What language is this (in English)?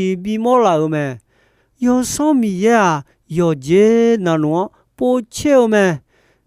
Akha